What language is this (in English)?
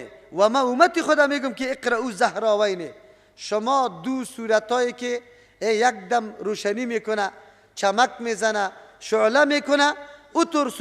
Persian